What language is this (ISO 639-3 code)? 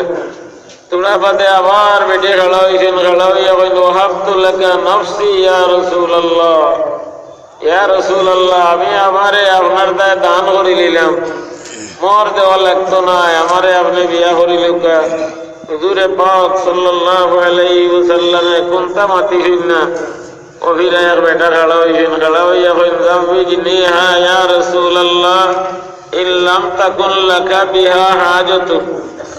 syl